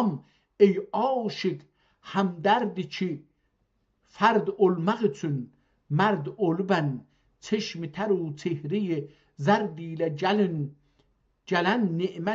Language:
South Azerbaijani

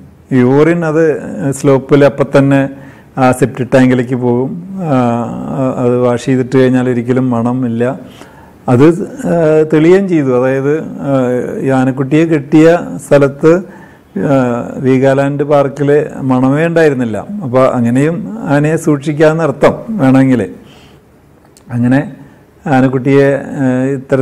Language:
Malayalam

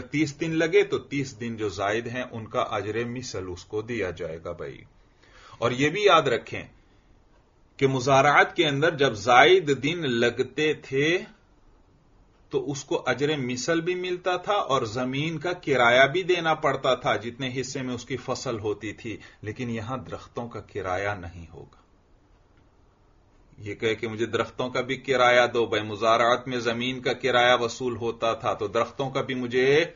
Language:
Urdu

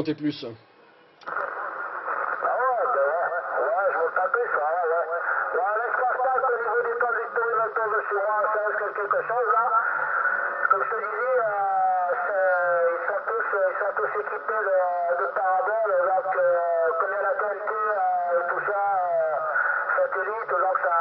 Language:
French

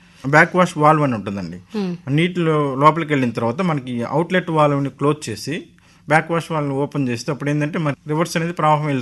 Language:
Telugu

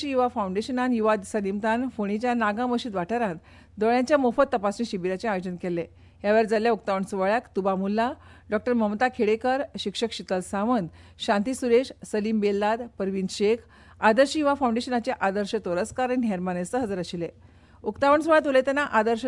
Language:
Konkani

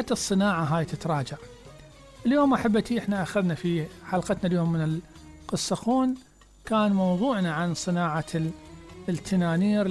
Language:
Mesopotamian Arabic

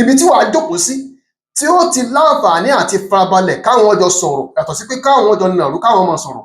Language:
Yoruba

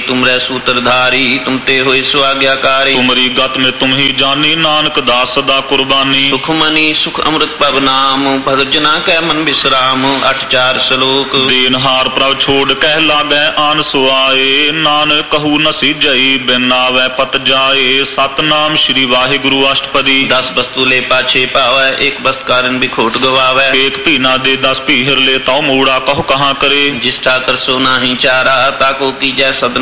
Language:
Punjabi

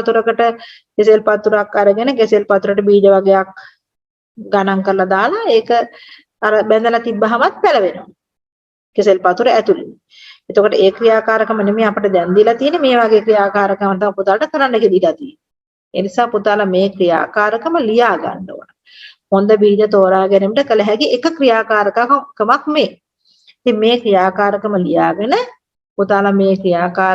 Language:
Sinhala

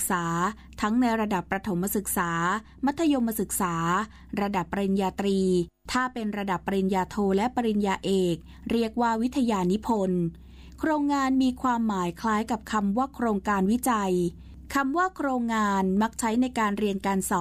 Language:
Thai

